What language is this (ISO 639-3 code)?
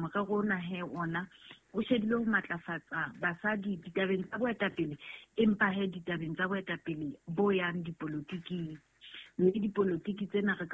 sot